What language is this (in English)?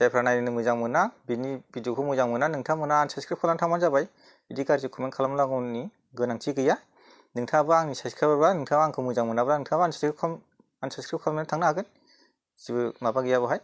Bodo